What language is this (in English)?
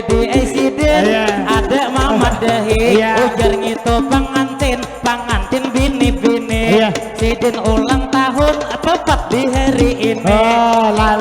Banjar